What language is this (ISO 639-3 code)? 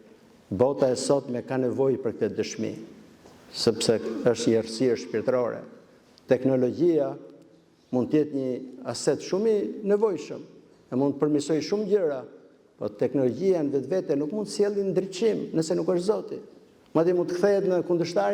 sqi